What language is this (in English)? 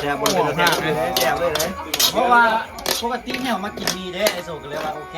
Northeastern Thai